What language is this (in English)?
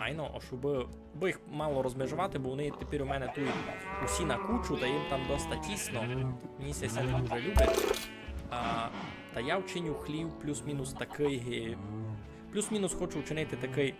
Rusyn